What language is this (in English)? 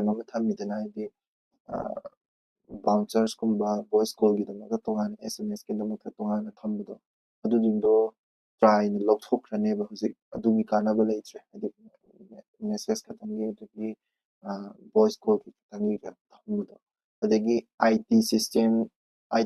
Manipuri